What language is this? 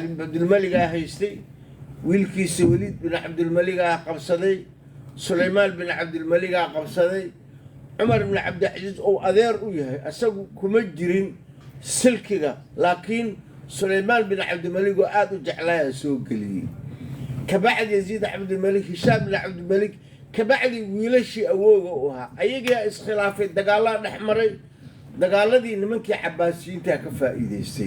Somali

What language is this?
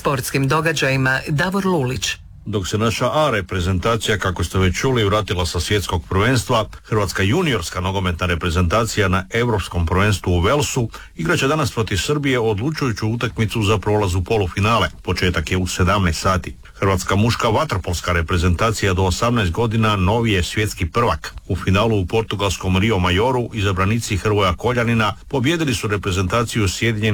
Croatian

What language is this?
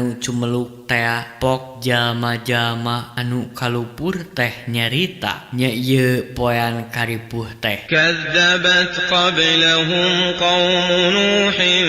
Sundanese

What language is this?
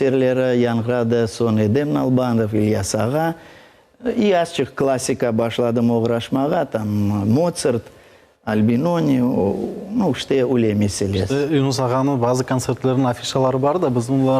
Crimean Tatar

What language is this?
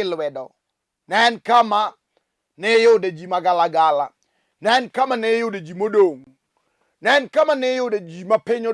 Luo (Kenya and Tanzania)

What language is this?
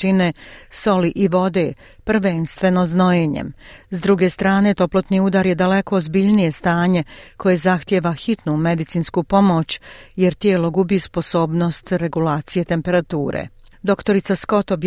Croatian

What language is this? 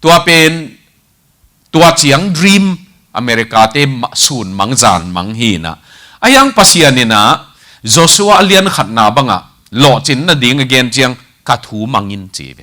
Tedim Chin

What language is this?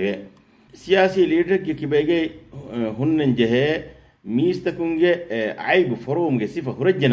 Divehi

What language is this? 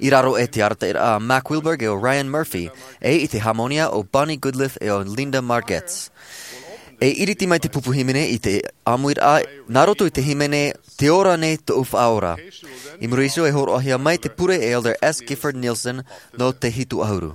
Tahitian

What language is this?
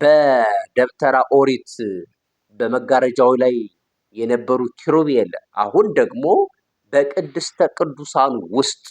Amharic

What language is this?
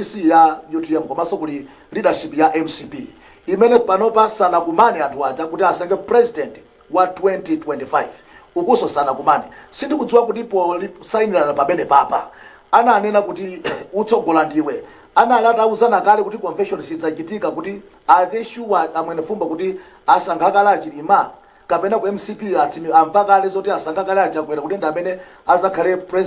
Nyanja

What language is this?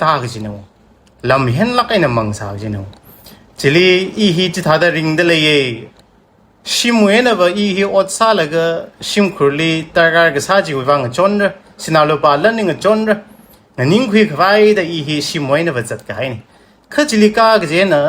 Tangkhul Naga (India)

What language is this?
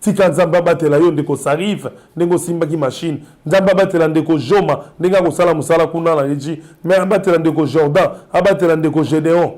Lingala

